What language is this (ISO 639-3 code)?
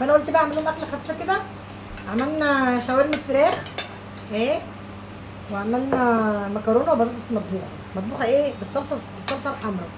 arz